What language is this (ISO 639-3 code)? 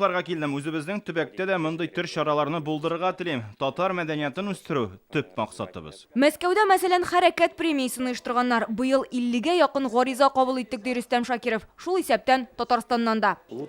tat